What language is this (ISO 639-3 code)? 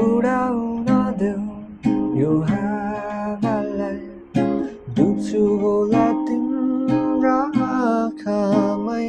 nep